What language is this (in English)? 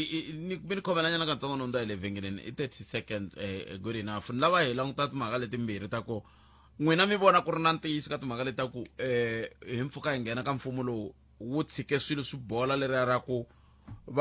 Tsonga